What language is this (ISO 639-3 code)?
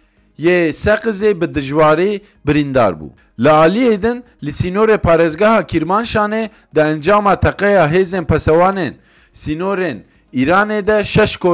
kur